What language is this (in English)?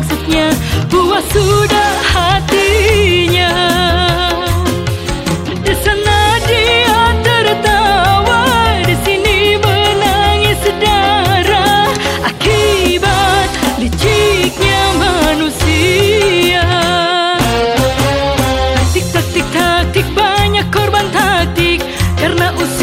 Indonesian